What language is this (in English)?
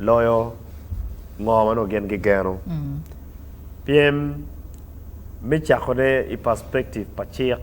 Acoli